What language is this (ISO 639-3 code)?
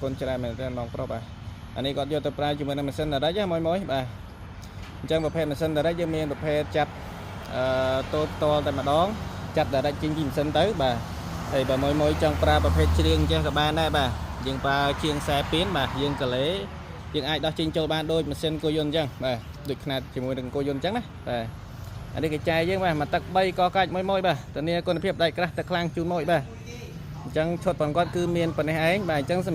khm